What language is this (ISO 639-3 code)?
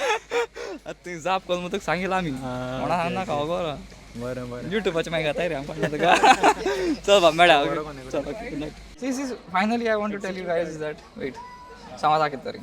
kok